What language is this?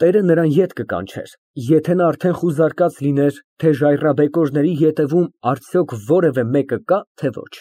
Armenian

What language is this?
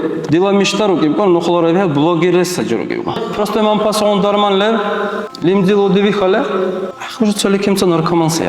Dargwa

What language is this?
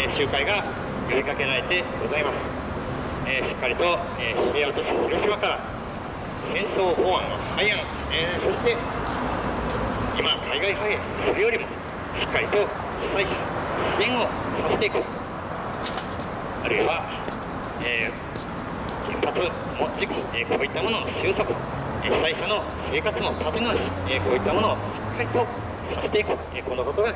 Japanese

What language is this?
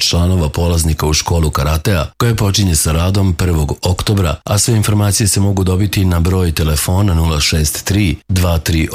Serbian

